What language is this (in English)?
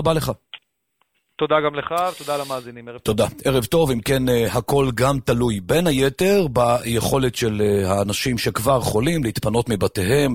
Hebrew